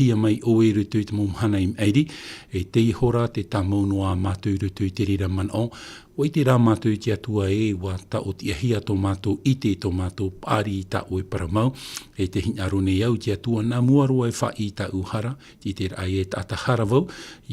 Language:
Tahitian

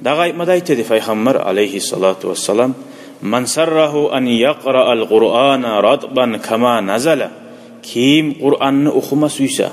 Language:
Kumyk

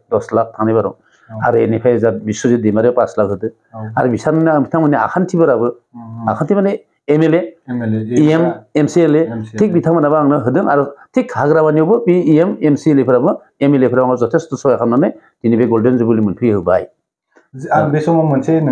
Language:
Bodo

